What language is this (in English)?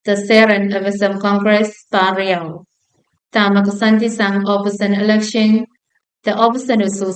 Pohnpeian